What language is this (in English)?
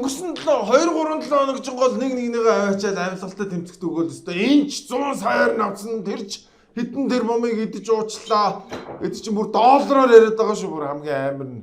Mongolian